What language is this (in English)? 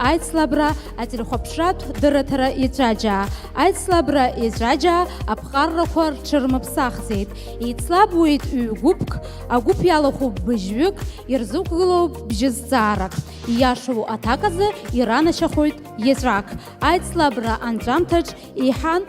Abkhazian